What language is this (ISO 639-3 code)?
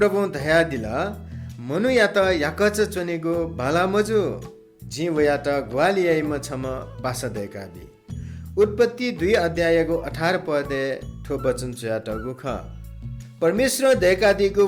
new